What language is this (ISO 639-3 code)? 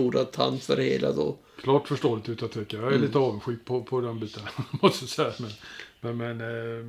swe